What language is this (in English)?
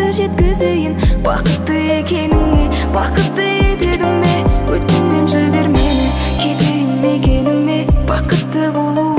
Kazakh